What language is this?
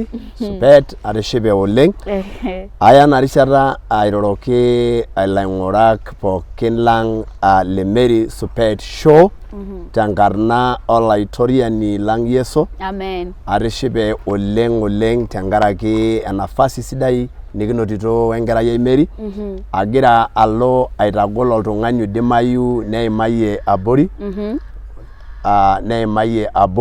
Masai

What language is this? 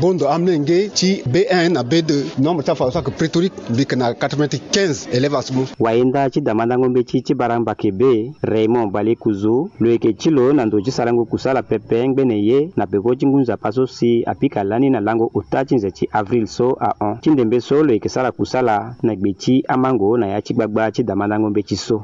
Sango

